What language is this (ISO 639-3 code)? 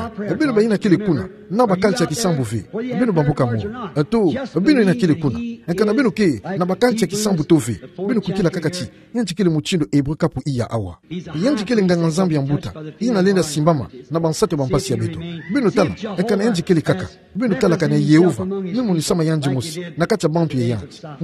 ktu